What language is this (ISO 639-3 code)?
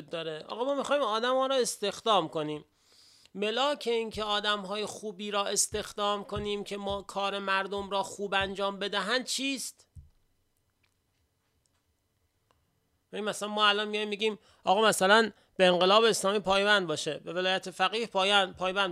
fas